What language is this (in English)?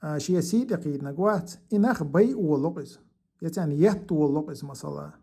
Chechen